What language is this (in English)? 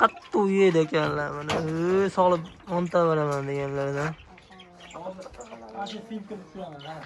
Uzbek